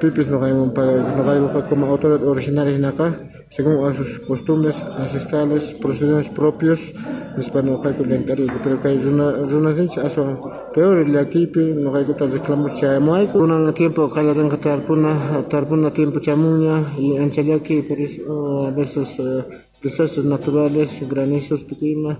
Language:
Quechua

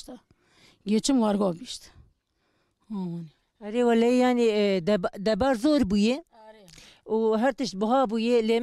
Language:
Kurdish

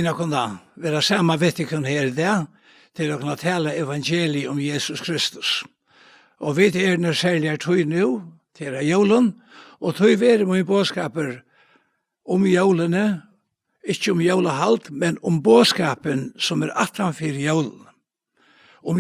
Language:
Faroese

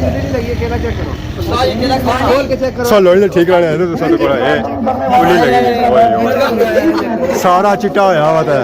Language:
Pahari-Potwari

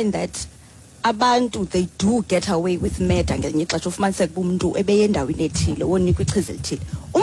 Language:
Xhosa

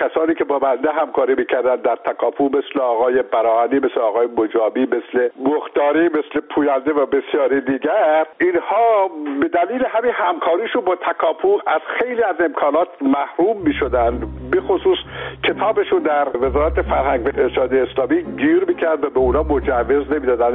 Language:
Persian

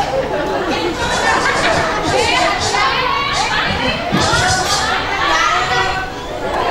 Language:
Indonesian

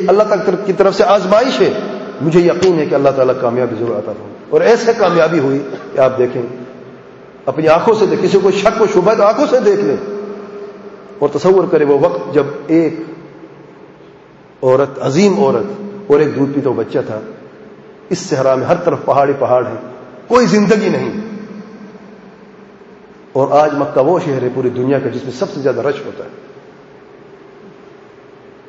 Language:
Urdu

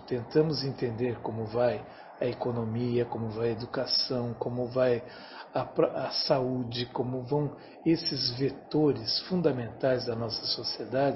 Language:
Portuguese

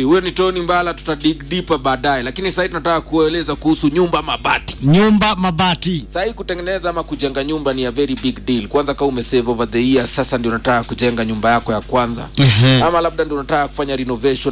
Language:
Swahili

